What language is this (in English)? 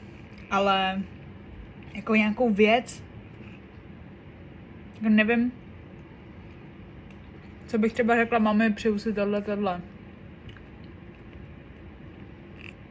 Czech